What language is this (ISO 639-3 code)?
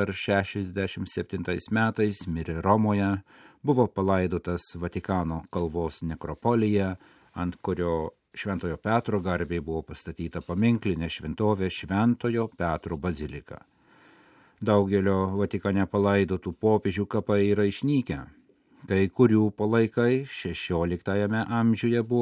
lit